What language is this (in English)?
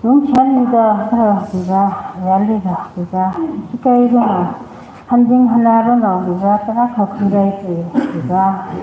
Tangkhul Naga (India)